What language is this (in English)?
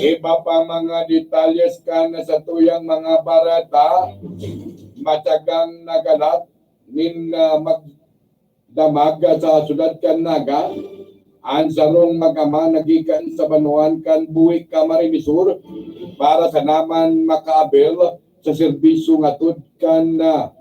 Bikol